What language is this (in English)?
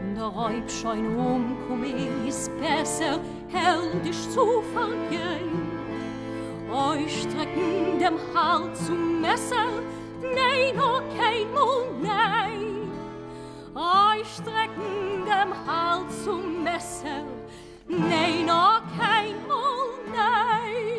Yiddish